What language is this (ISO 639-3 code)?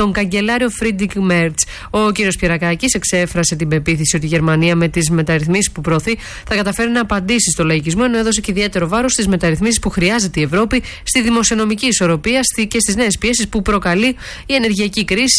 ell